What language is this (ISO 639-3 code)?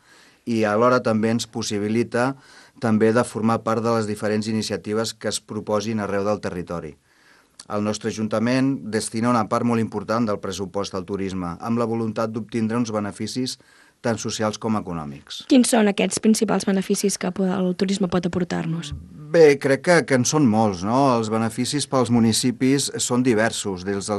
cat